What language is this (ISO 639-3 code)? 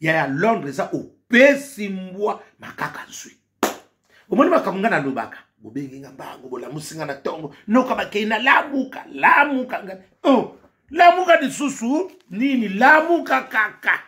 lin